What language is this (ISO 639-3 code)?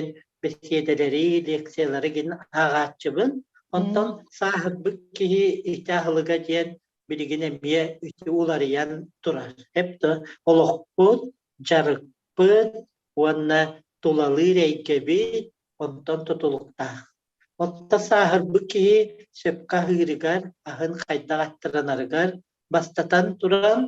sah